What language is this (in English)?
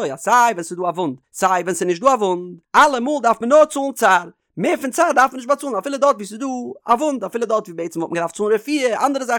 Yiddish